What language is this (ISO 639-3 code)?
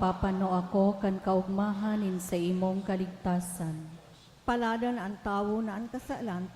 bik